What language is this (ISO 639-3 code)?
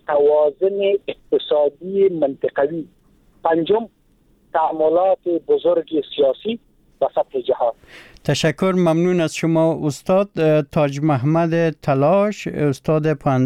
fas